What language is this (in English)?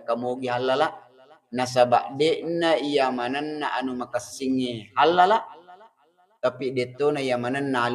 Buginese